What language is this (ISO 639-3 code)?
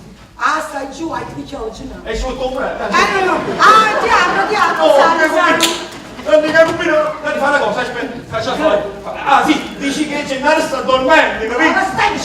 nap